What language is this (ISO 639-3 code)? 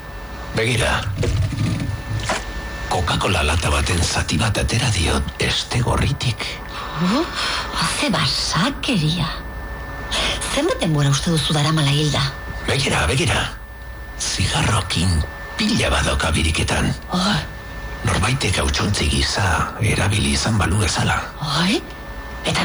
eus